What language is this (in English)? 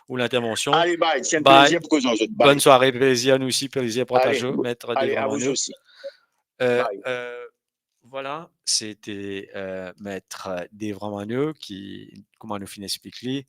Morisyen